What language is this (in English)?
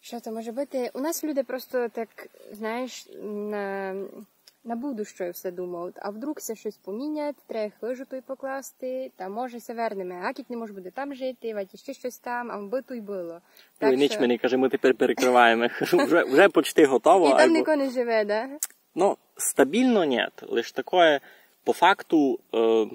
Rusyn